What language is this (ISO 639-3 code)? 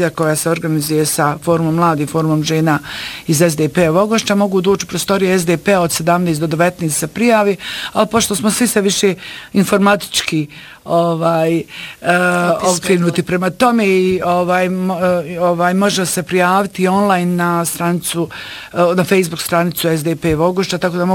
bos